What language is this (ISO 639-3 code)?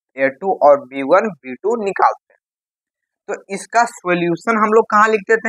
hin